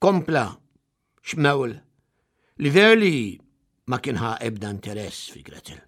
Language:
Maltese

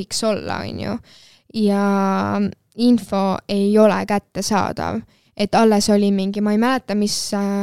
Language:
Estonian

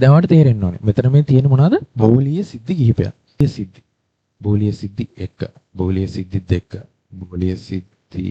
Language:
Sinhala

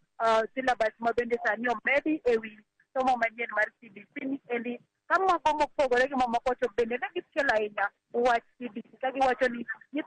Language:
Luo (Kenya and Tanzania)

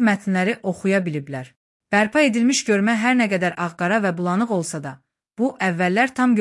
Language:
Azerbaijani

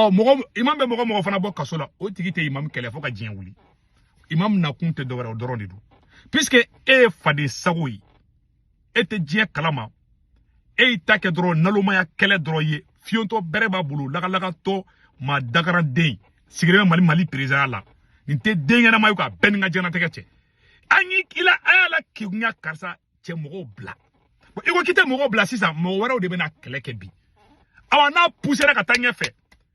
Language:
Bambara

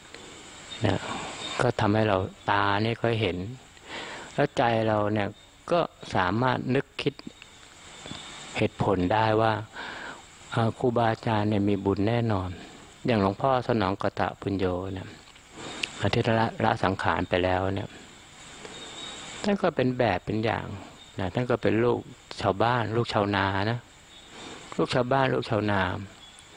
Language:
Thai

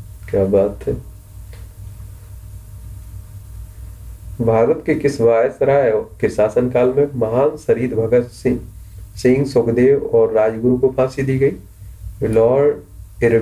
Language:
Hindi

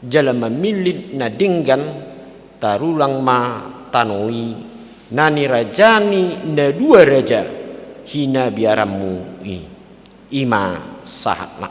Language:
Batak Toba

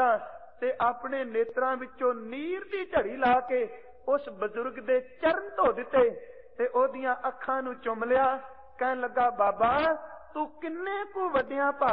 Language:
Punjabi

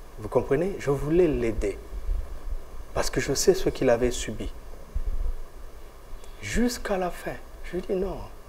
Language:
French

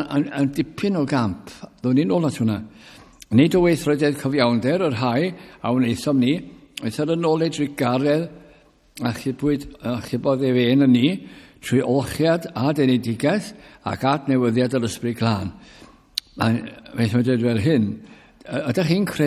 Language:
Welsh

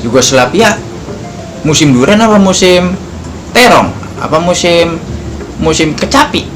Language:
Betawi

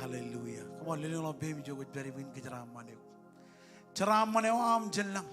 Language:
Marshallese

